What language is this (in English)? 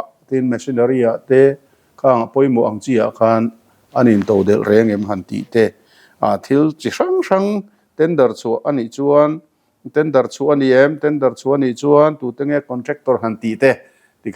Mizo